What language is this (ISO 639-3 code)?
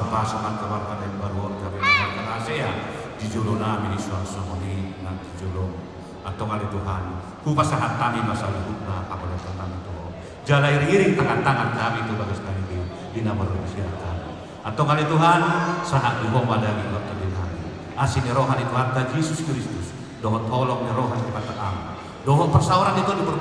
bbc